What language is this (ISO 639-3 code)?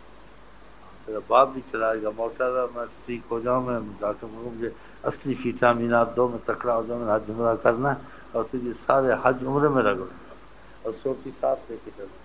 urd